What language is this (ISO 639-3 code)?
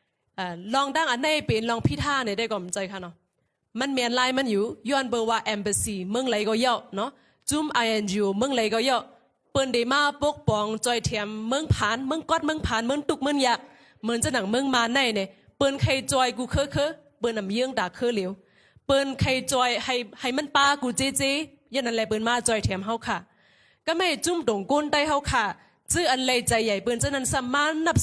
shn